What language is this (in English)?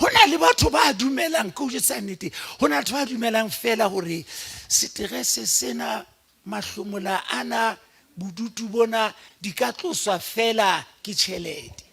Southern Sotho